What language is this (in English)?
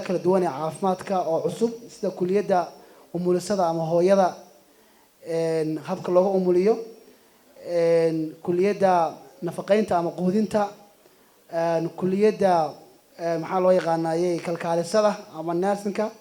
Somali